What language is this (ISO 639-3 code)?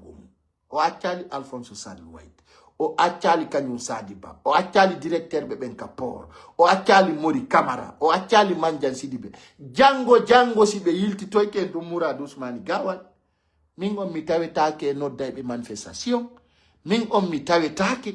ful